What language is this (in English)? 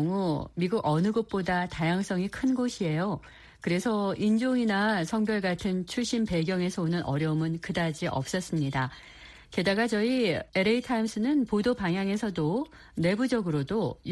Korean